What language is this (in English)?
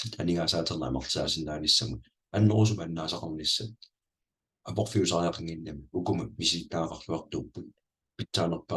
Kalaallisut